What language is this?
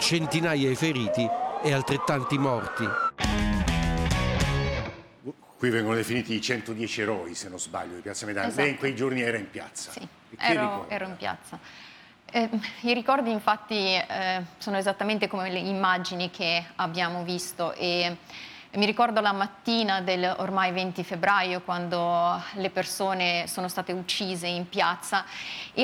Italian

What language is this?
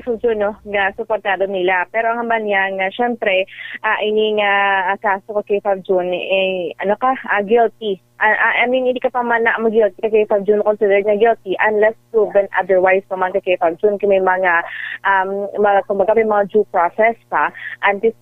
Hiligaynon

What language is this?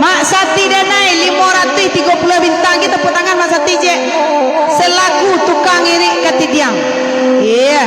Minangkabau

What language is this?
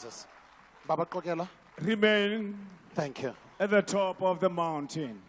Tswana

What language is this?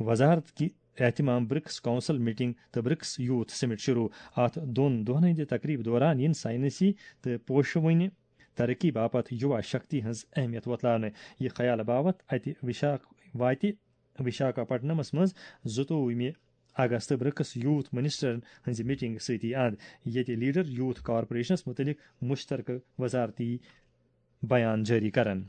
Kashmiri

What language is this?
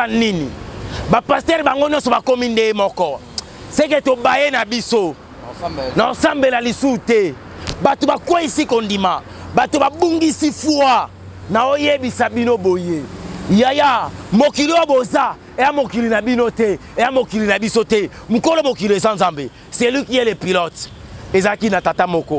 Lingala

